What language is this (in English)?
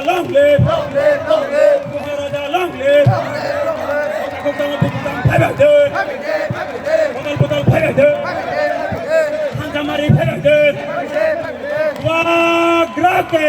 Kok Borok